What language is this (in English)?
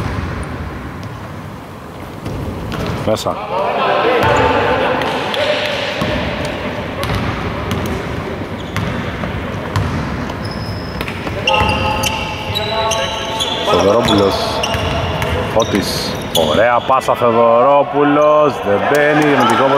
Greek